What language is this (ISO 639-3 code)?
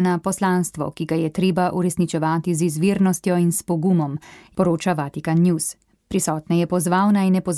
slv